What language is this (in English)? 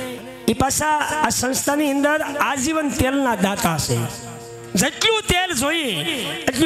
Gujarati